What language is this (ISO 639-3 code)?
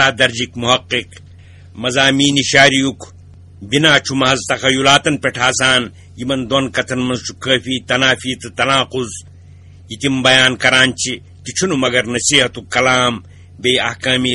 kas